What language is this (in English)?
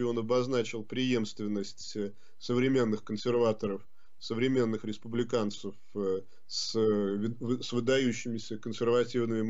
Russian